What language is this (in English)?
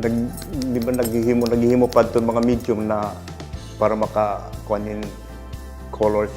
Waray